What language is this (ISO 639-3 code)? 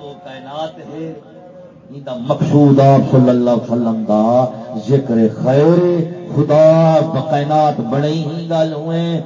skr